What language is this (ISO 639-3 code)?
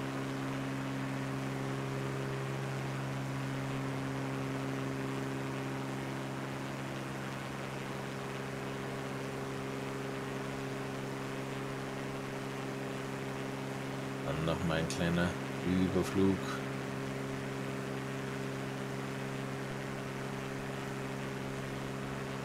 deu